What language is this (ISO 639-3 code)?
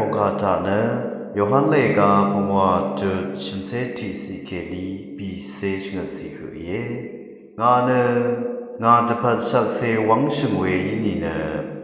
raw